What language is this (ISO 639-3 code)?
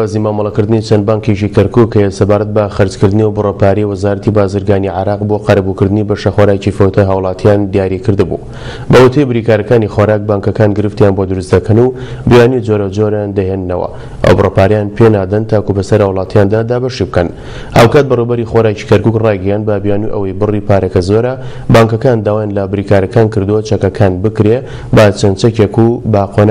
ckb